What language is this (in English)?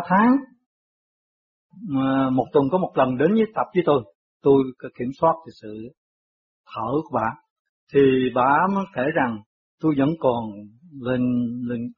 Vietnamese